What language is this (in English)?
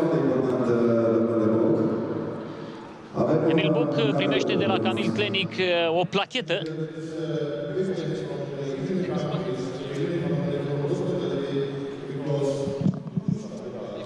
Romanian